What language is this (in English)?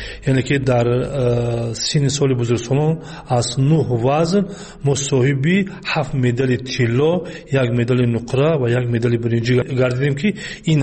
Tajik